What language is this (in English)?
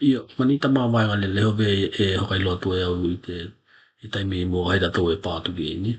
Tokelau